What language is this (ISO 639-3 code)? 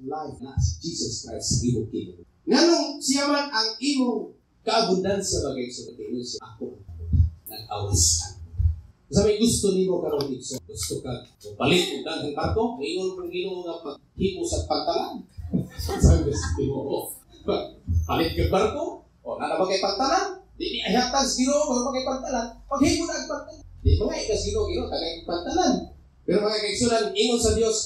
ceb